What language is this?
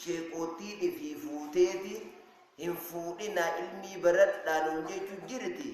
Oromo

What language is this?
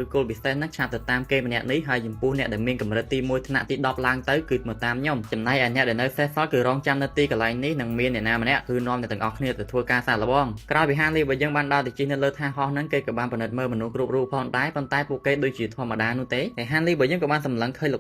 Khmer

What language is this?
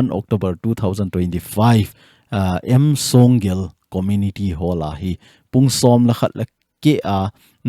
Thado Chin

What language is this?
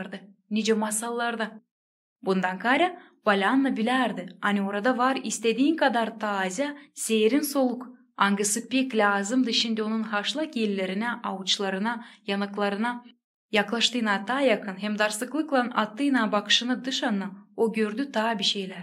Gagauz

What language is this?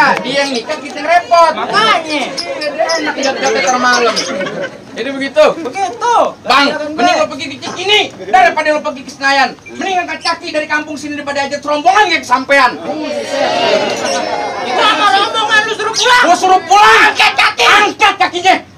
Betawi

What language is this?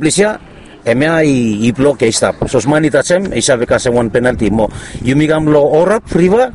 Bislama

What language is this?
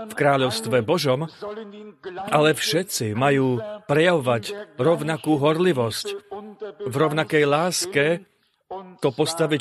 Slovak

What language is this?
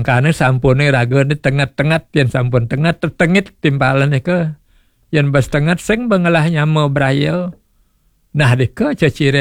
Balinese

